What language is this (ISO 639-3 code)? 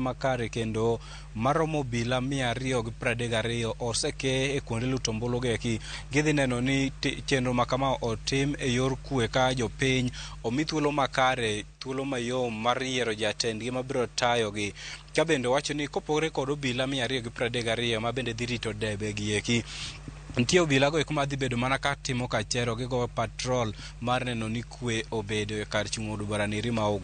luo